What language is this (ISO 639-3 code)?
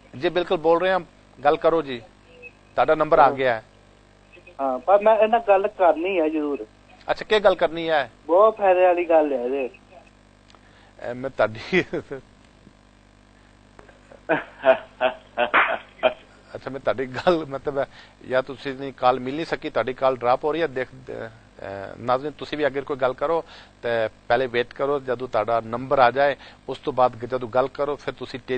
pan